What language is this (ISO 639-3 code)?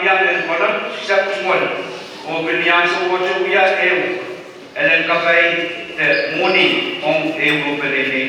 pon